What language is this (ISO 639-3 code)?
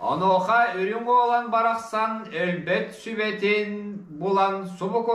sah